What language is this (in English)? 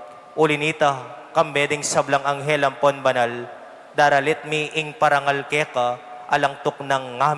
Pampanga